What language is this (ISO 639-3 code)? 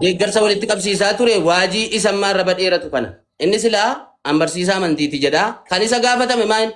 orm